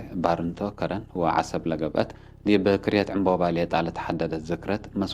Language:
Tigre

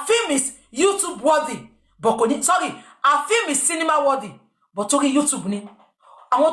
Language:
Yoruba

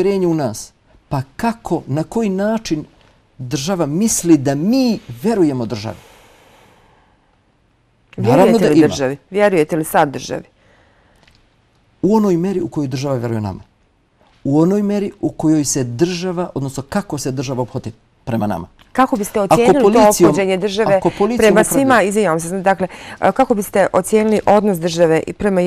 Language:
Bosnian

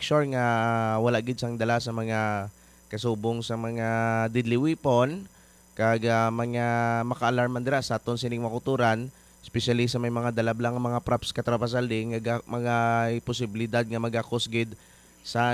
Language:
Hiligaynon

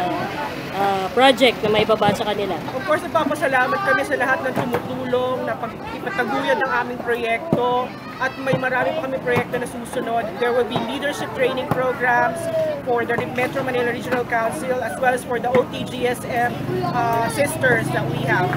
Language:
Filipino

